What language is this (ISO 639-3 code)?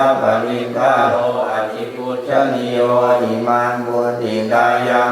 pli